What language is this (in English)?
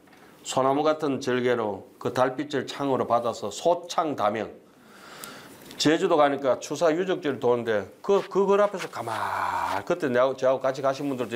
Korean